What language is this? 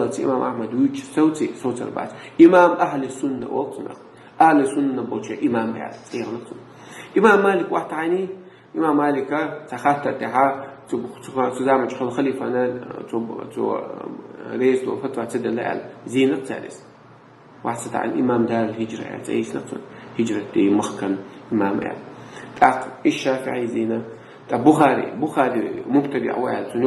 Chechen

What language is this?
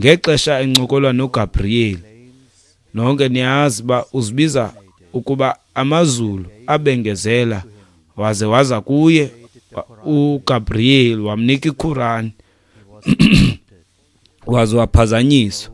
Xhosa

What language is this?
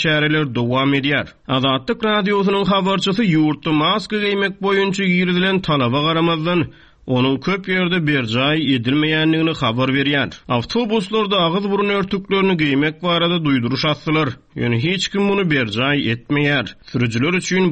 Turkmen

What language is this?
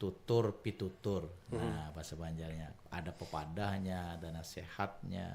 Banjar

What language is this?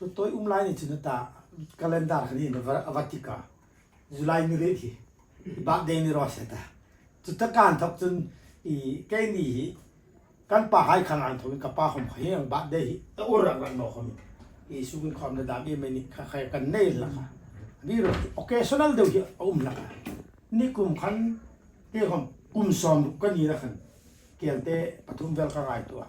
Hmar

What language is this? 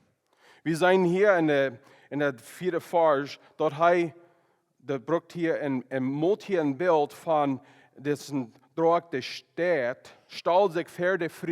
Plautdietsch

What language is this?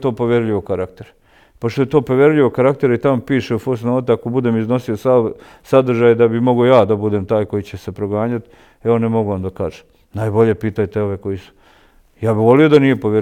Bosnian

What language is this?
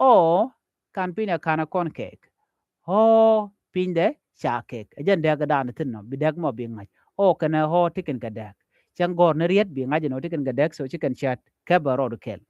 Nuer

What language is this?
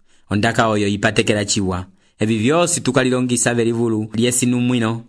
Umbundu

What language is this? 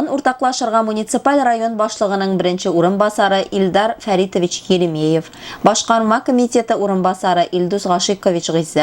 Tatar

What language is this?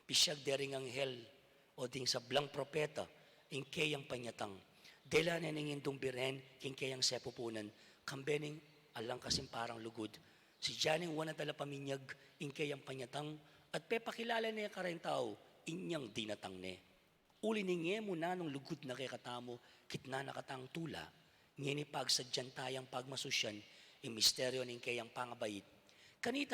Pampanga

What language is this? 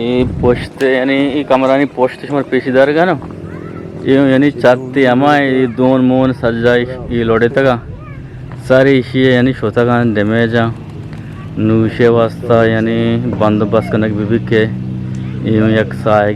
Eastern Balochi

